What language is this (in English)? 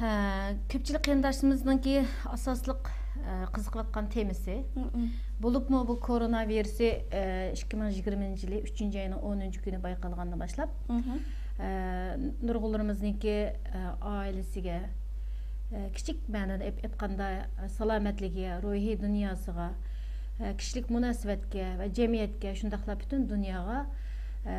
Uyghur